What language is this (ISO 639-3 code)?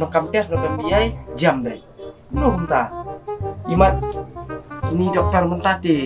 kha